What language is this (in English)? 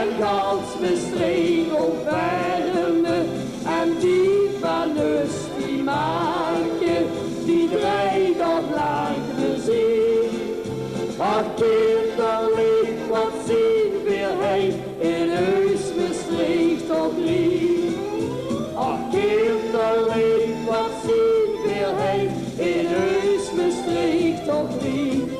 Limburgish